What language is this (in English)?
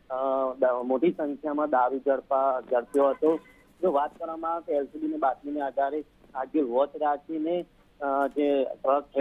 Gujarati